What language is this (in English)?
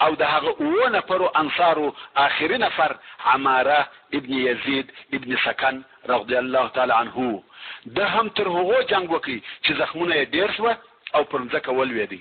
Pashto